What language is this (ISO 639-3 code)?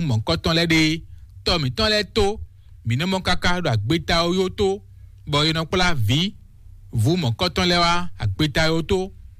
fon